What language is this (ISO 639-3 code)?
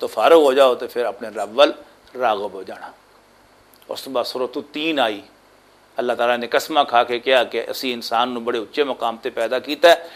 lah